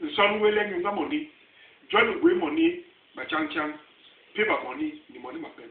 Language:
Basaa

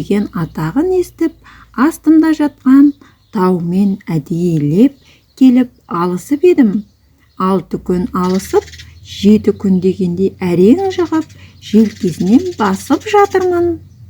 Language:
Kazakh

